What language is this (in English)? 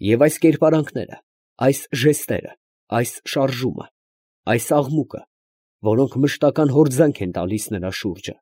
Armenian